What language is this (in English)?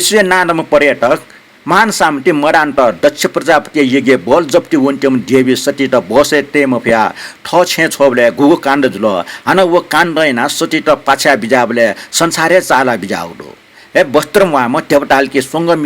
Newari